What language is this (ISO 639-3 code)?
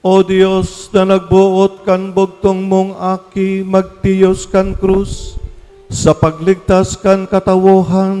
bik